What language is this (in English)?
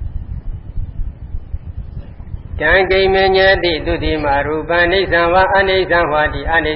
Burmese